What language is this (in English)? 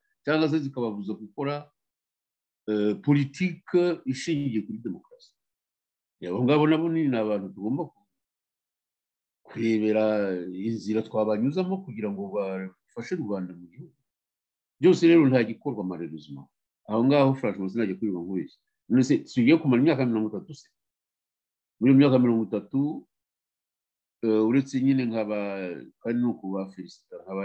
Kinyarwanda